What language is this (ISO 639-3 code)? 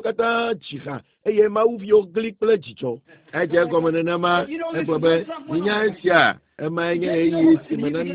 ewe